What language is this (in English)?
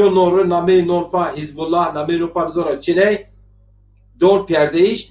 Zaza